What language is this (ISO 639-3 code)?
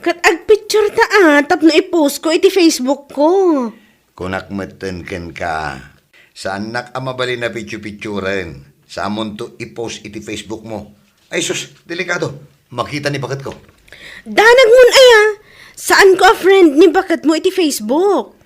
ilo